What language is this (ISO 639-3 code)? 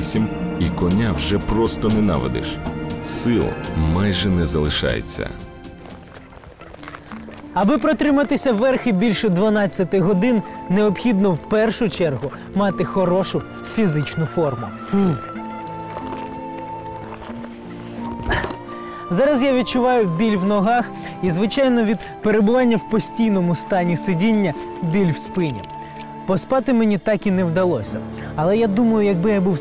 ukr